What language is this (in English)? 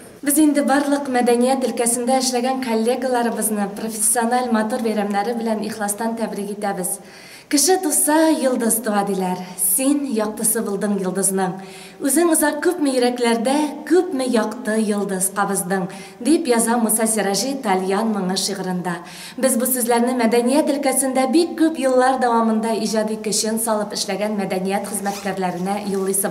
Tatar